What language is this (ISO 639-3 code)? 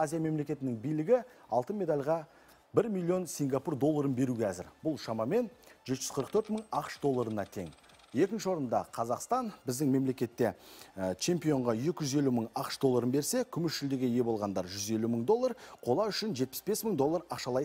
kaz